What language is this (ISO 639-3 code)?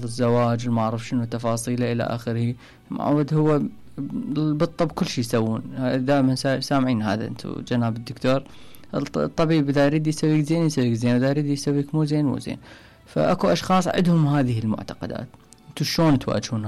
acm